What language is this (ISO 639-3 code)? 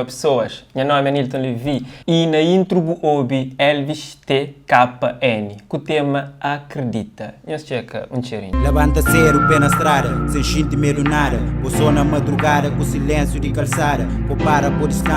kea